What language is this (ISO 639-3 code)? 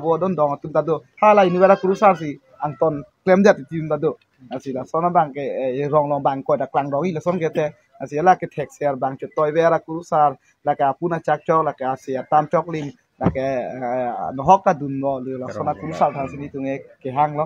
mjw